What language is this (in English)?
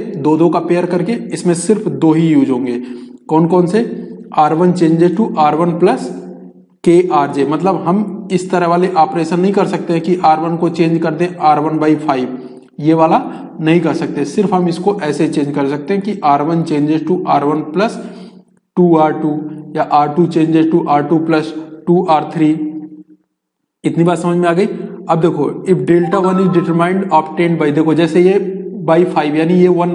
Hindi